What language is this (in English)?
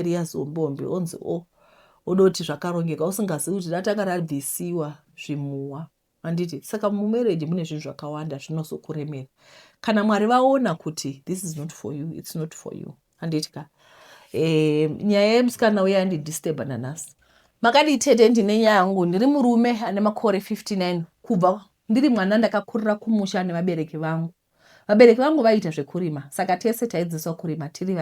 Shona